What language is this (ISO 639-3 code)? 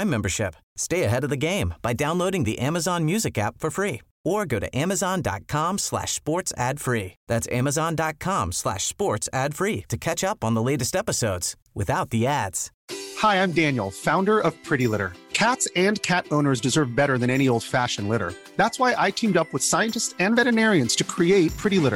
eng